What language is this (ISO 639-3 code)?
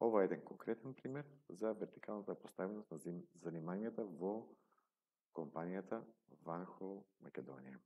mkd